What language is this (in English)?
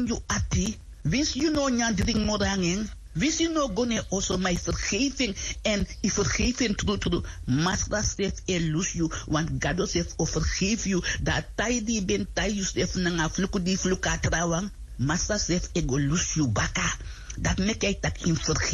Sranan Tongo